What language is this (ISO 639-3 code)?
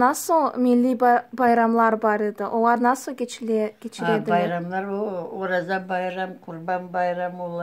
crh